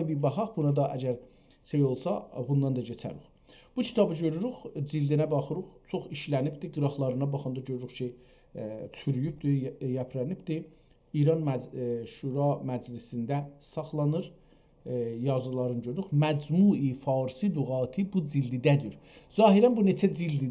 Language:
South Azerbaijani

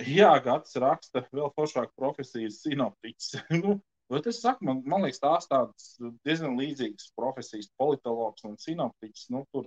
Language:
Latvian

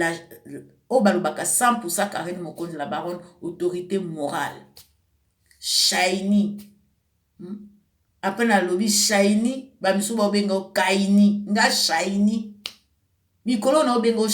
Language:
Lingala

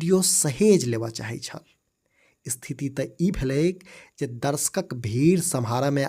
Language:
Maithili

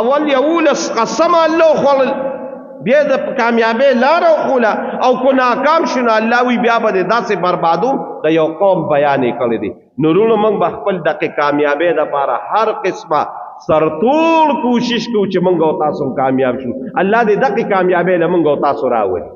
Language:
Pashto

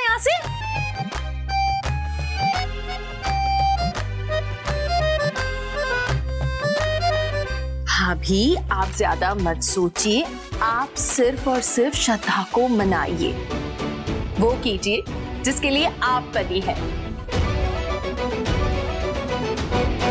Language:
Hindi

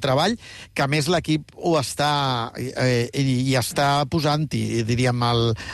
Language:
Catalan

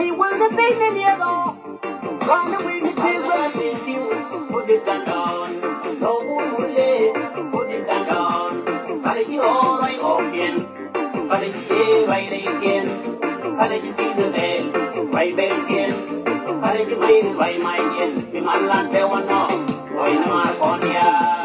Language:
Nuer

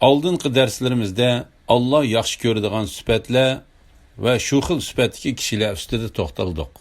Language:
Uyghur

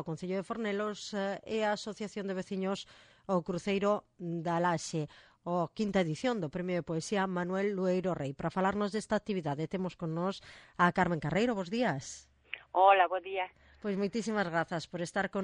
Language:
Galician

